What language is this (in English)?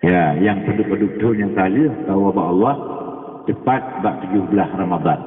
Achinese